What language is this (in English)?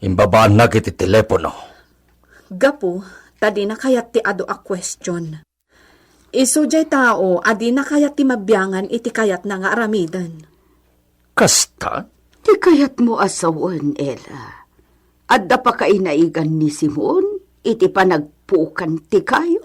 Iloko